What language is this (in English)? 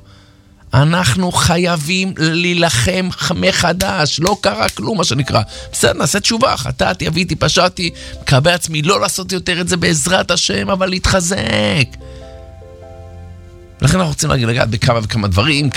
Hebrew